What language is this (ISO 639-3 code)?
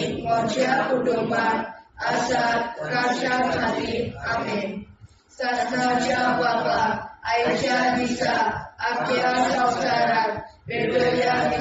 kok